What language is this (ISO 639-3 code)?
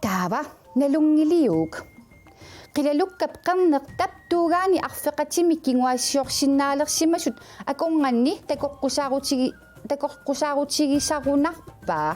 kal